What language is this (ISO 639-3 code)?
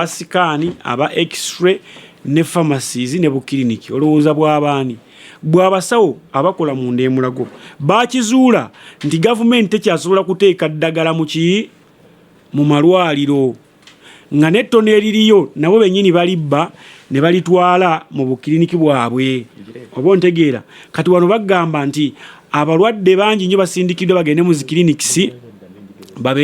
lug